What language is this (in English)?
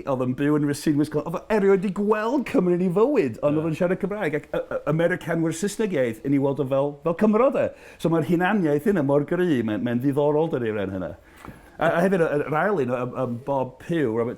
Welsh